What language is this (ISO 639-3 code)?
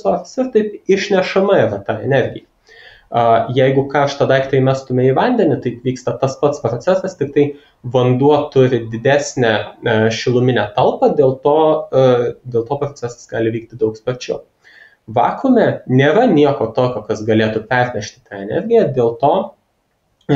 lit